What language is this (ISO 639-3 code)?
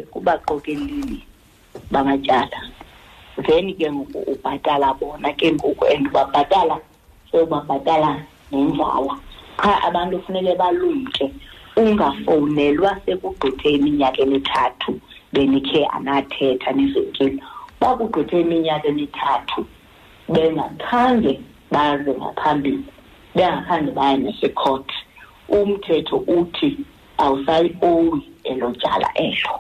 xho